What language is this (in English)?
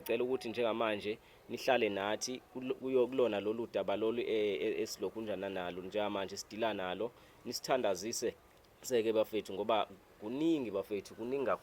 Zulu